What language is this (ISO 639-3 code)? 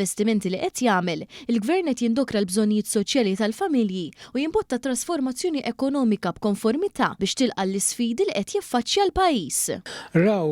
mlt